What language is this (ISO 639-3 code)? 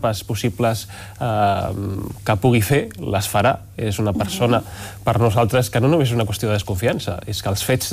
cat